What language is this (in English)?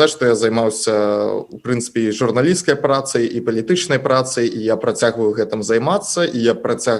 Belarusian